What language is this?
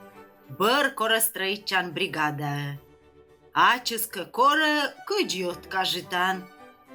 Komi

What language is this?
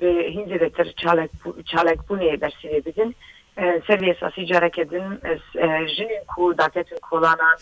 Kurdish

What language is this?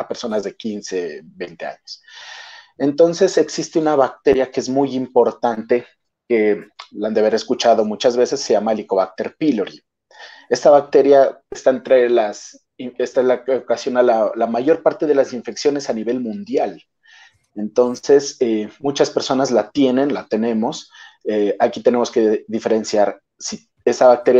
Spanish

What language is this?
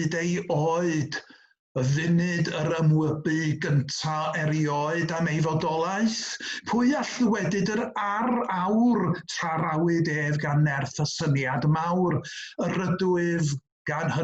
Welsh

